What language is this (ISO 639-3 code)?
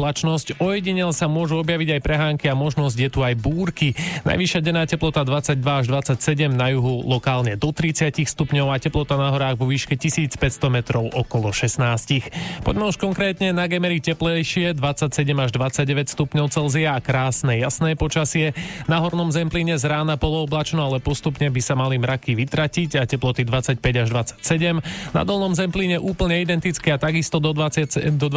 slk